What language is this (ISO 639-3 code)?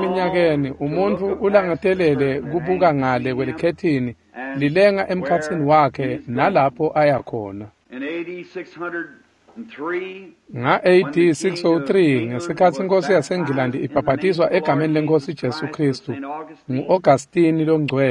ssw